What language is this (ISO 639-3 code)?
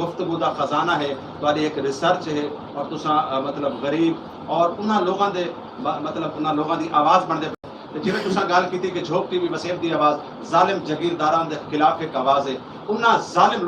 skr